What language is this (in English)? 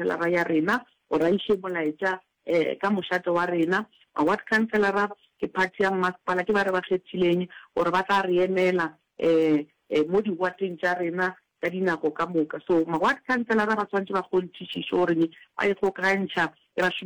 Northern Sotho